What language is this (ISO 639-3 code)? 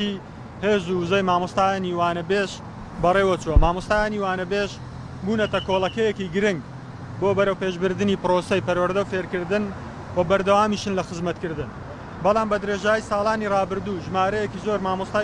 ckb